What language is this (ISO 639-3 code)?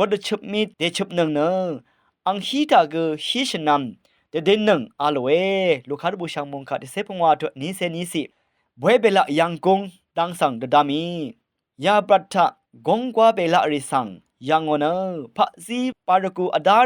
raw